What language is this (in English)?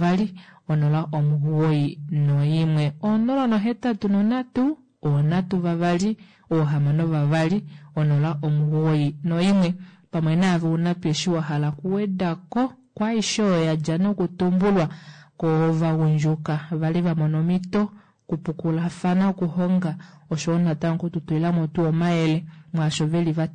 Kuanyama